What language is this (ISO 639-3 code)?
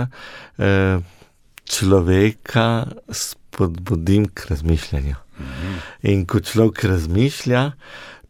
slv